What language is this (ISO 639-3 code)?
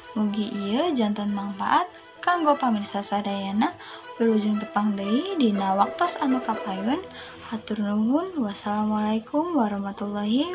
sun